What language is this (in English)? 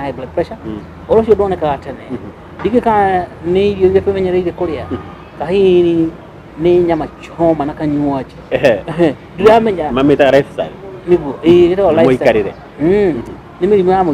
Kikuyu